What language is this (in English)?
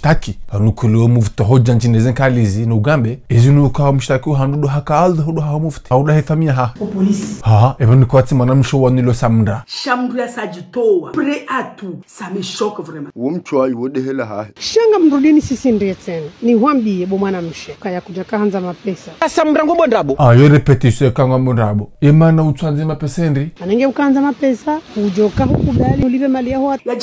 Ngazidja Comorian